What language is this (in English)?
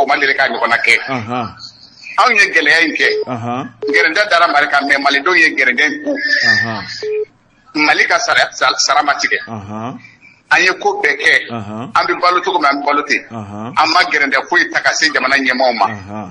Bambara